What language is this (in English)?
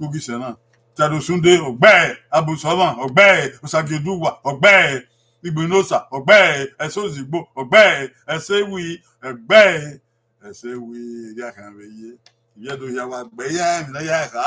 Bini